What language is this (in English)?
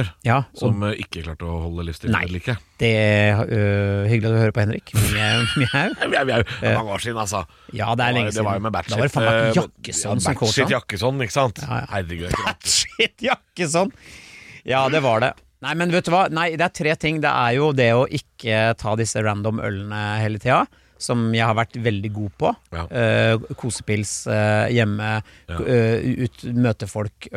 Norwegian